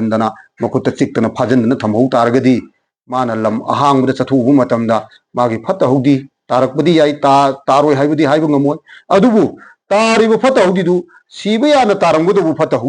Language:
Manipuri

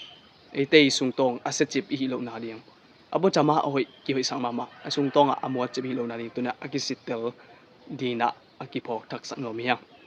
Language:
Tedim Chin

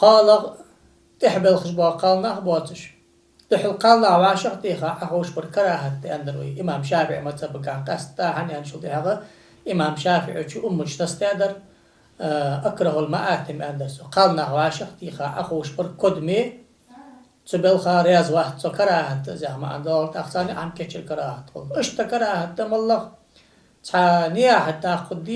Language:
Ingush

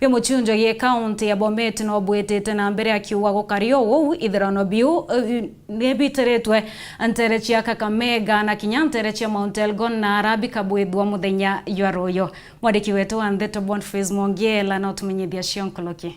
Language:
Meru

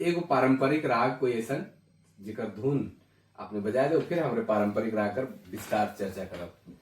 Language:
Sadri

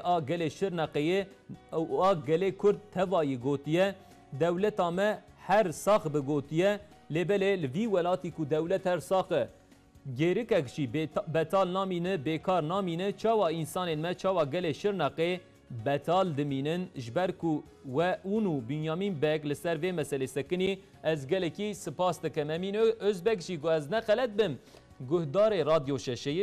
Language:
Kurdish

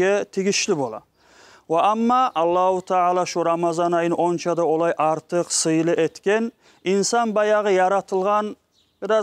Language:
Kumyk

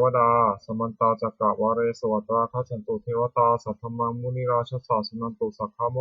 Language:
Pali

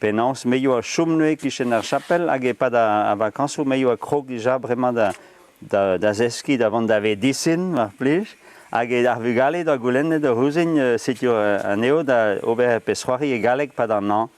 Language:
Breton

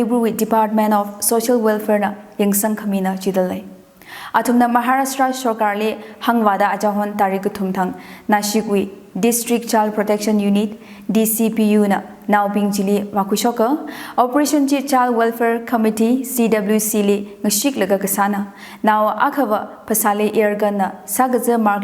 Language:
Tangkhul Naga (India)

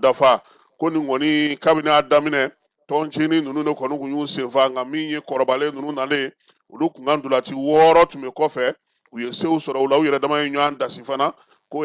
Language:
Bambara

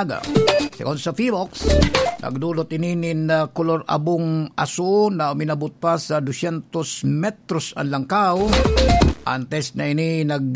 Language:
Bikol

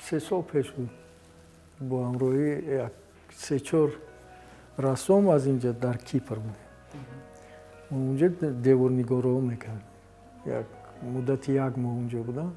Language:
Tajik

